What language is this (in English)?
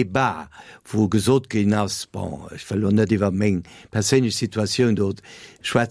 Luxembourgish